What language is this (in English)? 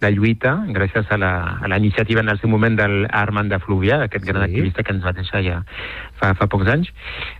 Catalan